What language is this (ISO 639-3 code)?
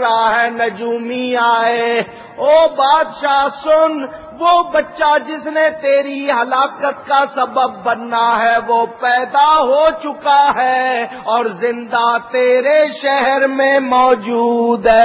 urd